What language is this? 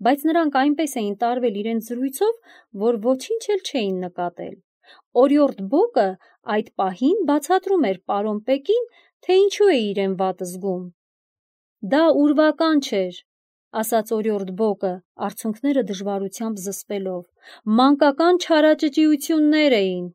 Armenian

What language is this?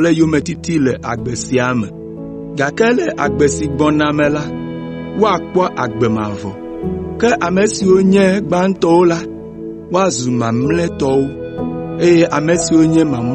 Ewe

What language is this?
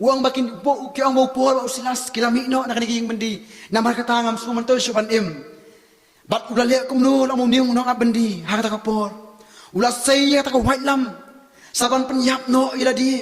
Khasi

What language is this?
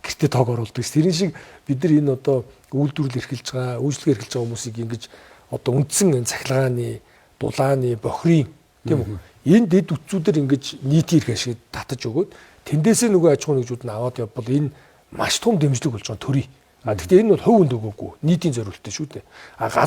Mongolian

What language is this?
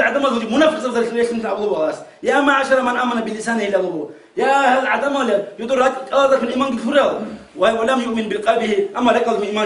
Avaric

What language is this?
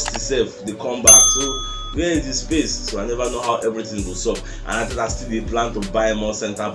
Nigerian Pidgin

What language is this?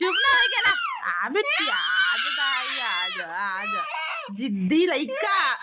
Chhattisgarhi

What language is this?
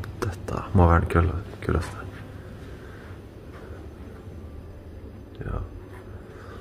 Norwegian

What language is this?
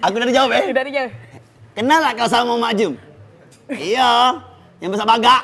Musi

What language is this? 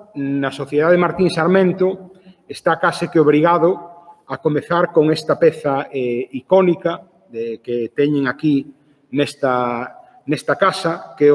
Galician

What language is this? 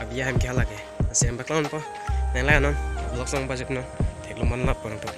Karbi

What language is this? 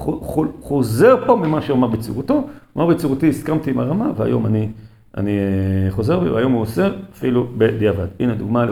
Hebrew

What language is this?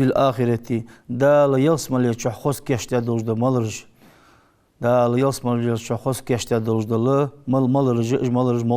Ingush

